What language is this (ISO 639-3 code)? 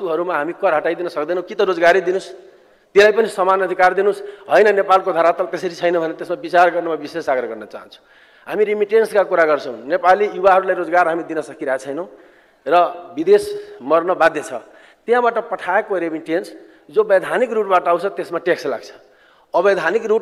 nep